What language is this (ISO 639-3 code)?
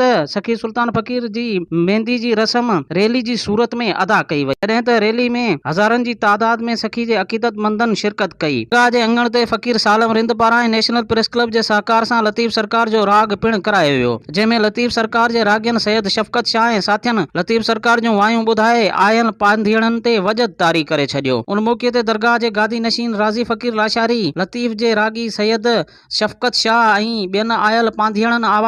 snd